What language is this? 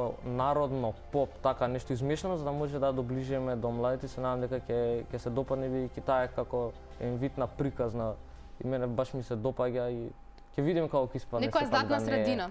Macedonian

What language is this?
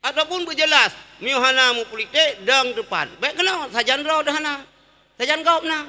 Achinese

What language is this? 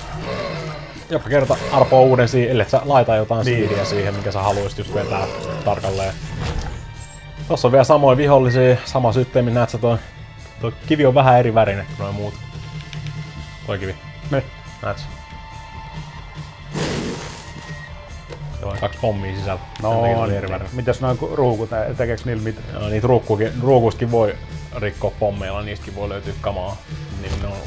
Finnish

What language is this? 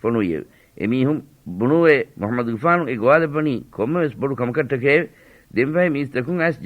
Divehi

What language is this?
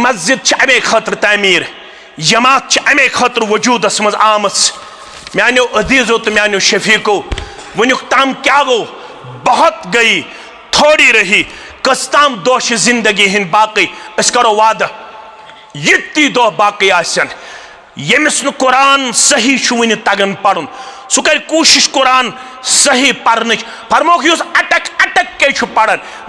Kashmiri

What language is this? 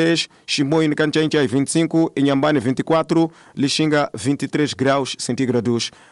Tsonga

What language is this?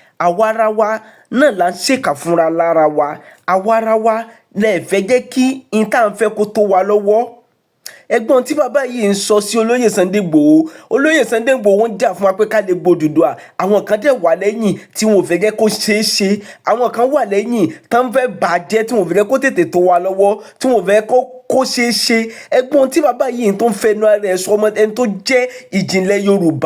Yoruba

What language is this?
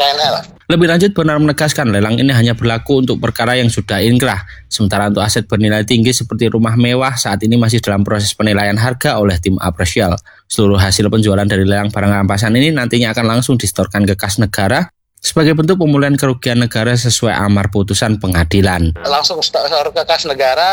Indonesian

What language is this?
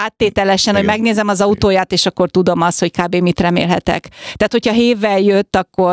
Hungarian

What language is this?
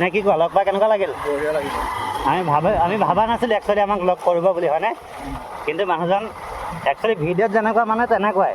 Assamese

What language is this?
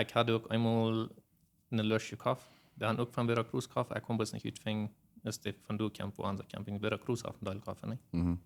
Plautdietsch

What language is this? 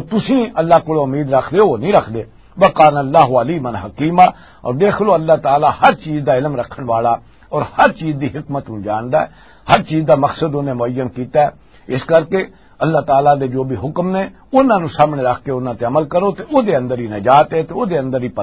Western Panjabi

